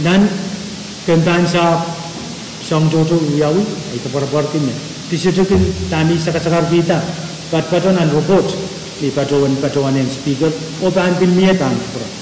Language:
Pohnpeian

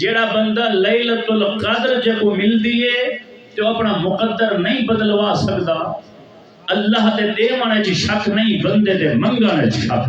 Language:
Saraiki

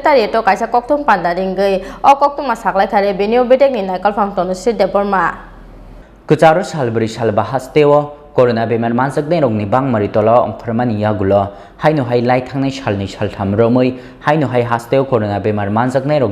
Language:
Kok Borok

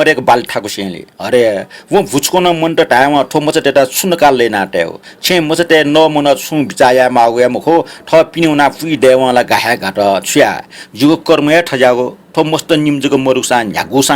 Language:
Newari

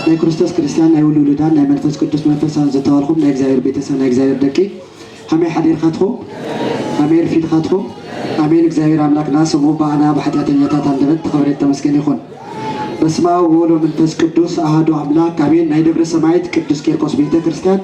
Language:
Tigrinya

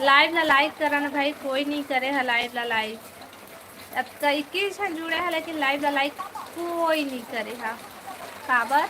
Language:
Chhattisgarhi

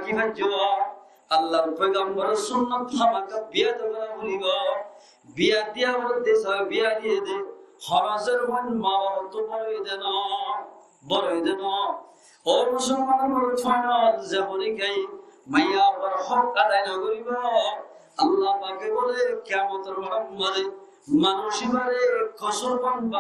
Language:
Rohingya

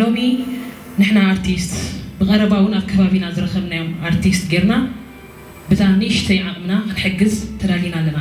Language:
Tigrinya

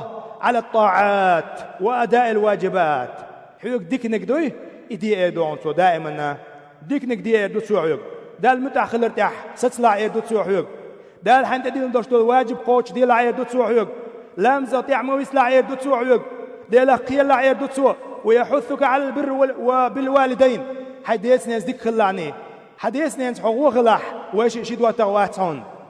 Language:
Chechen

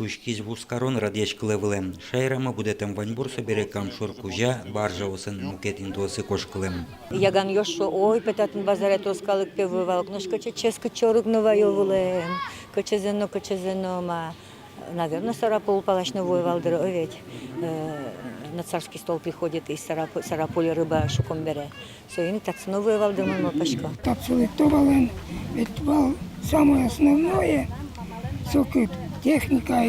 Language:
Udmurt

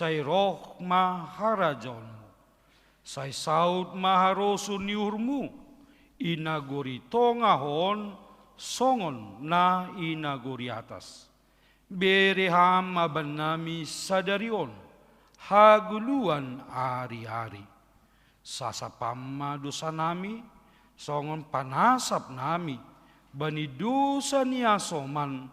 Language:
Batak Simalungun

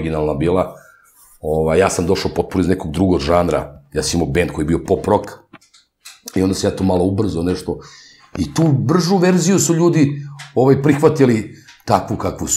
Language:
Serbian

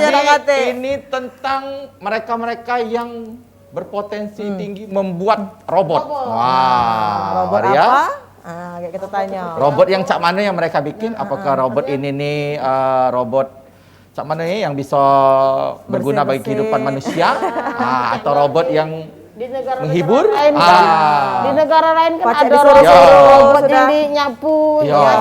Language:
Musi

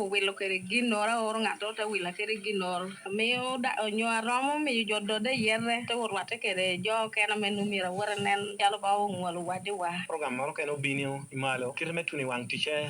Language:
Lango (Uganda)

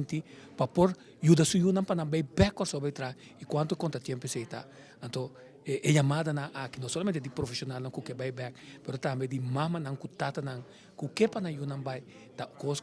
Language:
Papiamento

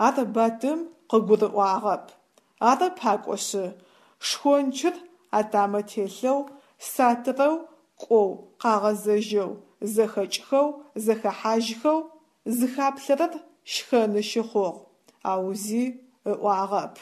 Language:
Adyghe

